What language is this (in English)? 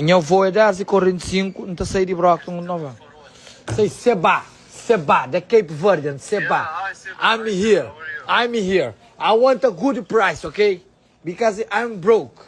Kabuverdianu